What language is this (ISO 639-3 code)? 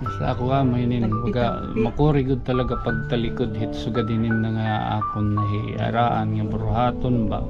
war